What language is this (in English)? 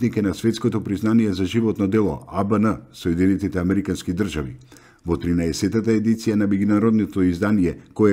Macedonian